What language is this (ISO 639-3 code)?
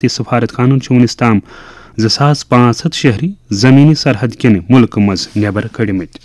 kas